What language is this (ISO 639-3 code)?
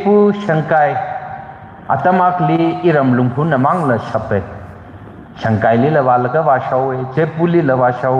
nmf